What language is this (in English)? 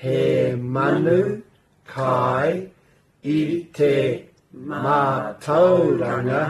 Māori